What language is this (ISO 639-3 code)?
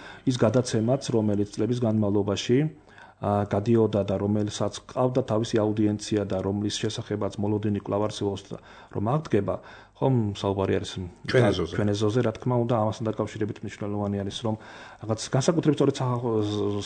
kat